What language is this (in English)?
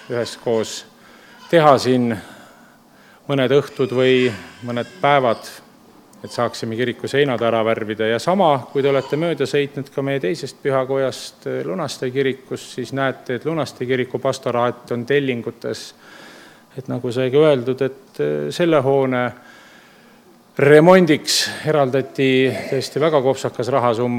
Estonian